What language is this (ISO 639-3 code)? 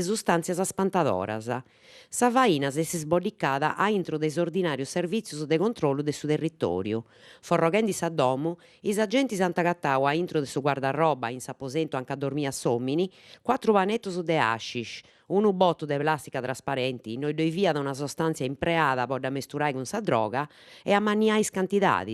srd